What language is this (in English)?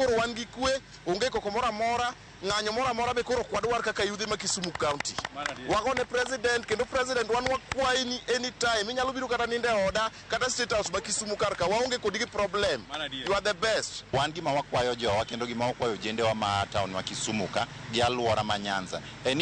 Luo (Kenya and Tanzania)